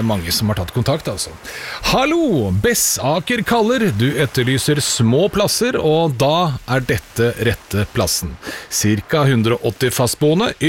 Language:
Norwegian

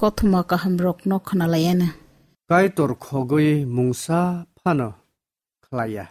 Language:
Kok Borok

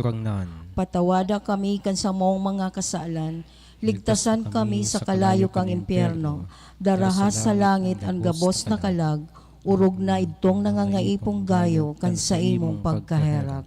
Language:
Bikol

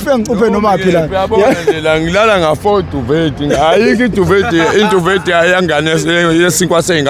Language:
Zulu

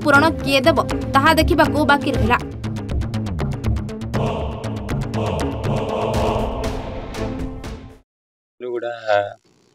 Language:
Odia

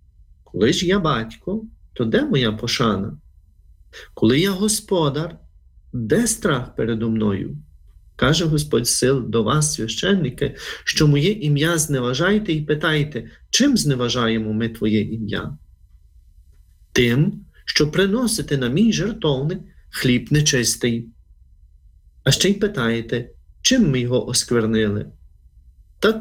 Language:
Ukrainian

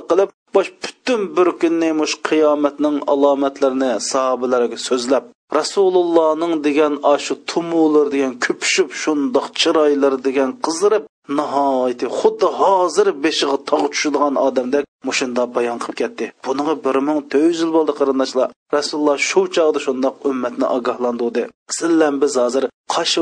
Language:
Uyghur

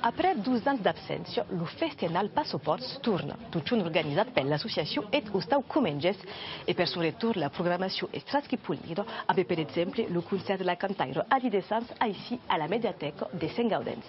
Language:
Occitan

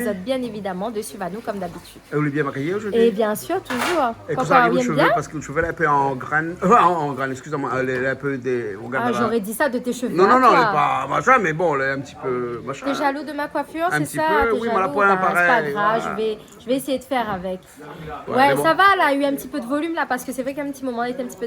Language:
Réunion Creole French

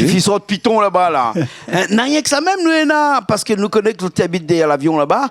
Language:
Réunion Creole French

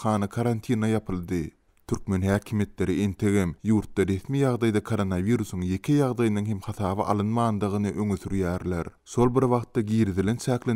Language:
Turkmen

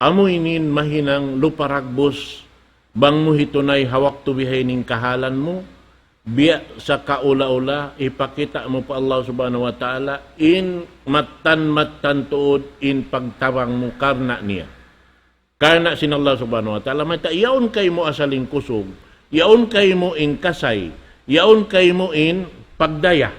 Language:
Tausug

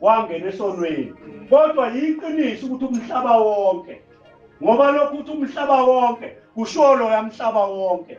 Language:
Zulu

